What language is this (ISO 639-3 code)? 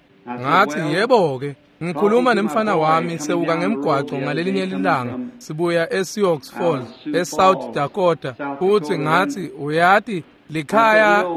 ssw